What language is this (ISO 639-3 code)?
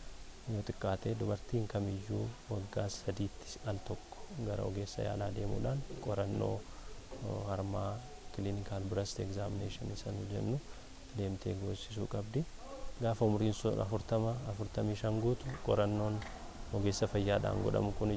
orm